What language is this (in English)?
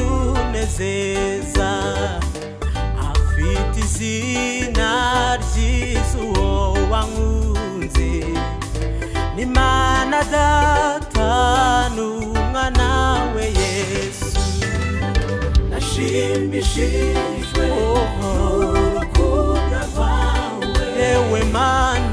Kinyarwanda